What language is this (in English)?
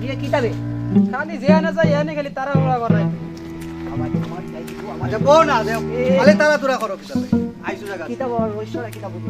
Sylheti